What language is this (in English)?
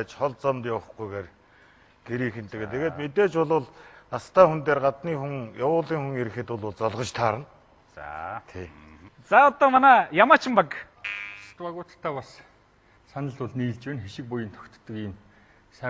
Mongolian